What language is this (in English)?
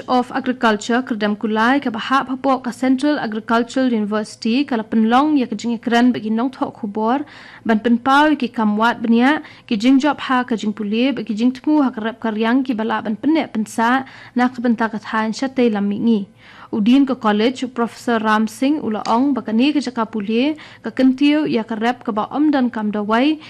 Khasi